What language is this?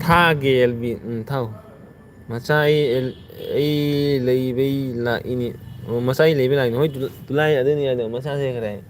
Manipuri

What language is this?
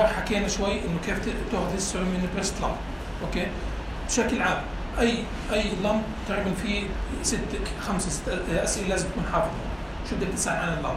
North Levantine Arabic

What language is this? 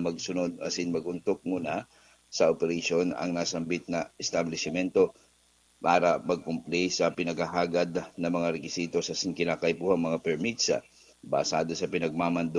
Bikol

